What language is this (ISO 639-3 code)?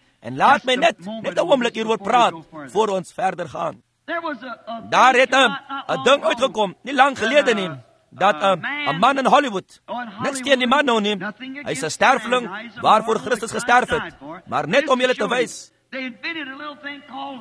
afr